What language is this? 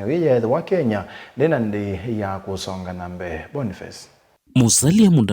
Kamba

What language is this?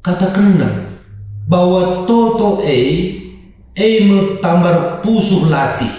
Batak Karo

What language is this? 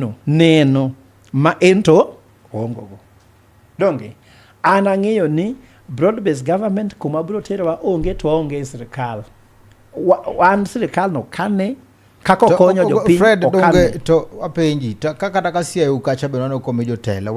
Luo (Kenya and Tanzania)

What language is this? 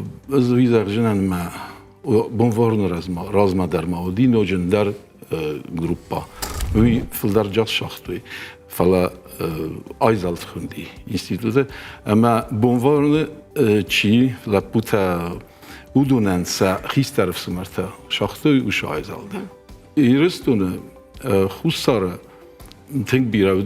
Ossetic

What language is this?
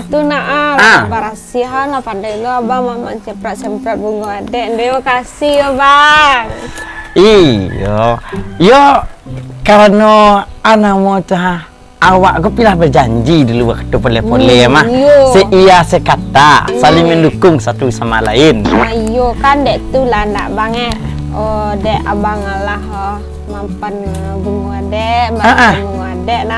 Minangkabau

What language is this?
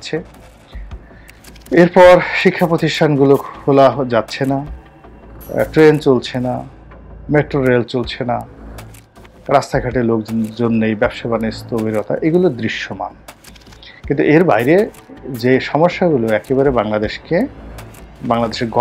Bangla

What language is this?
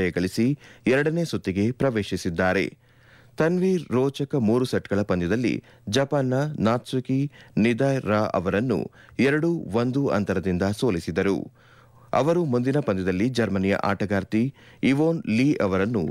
Kannada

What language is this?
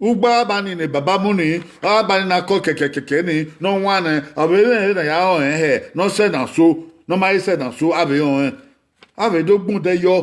Bini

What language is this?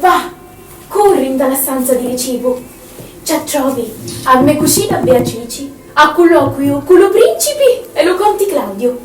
Sicilian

